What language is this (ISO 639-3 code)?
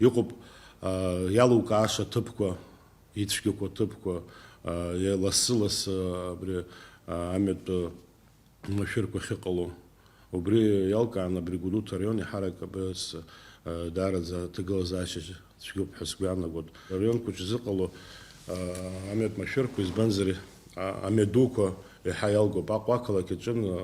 abk